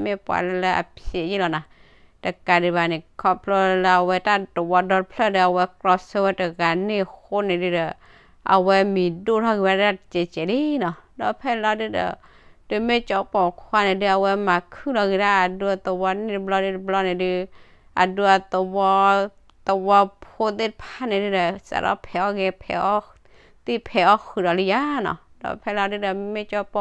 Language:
S'gaw Karen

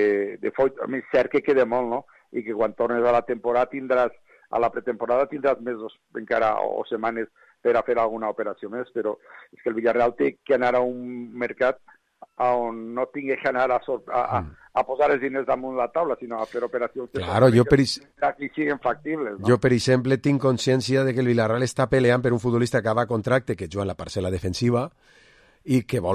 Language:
Catalan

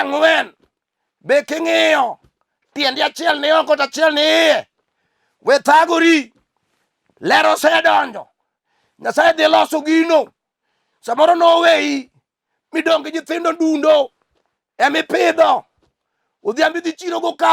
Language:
Luo (Kenya and Tanzania)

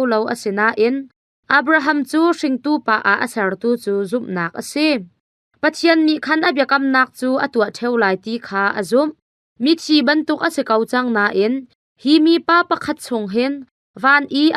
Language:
Hakha Chin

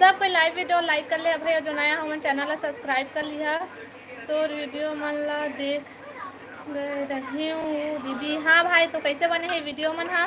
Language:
Chhattisgarhi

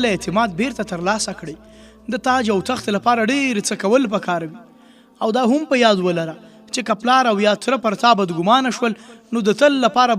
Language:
Pashto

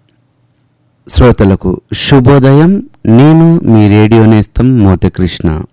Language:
Telugu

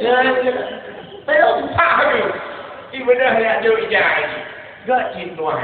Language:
Achinese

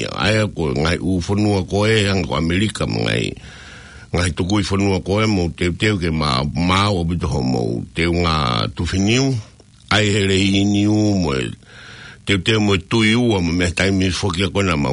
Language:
Tongan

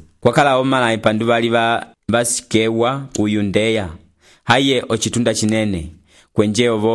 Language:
Umbundu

